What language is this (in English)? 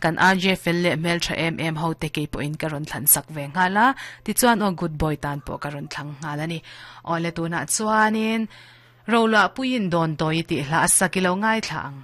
Mizo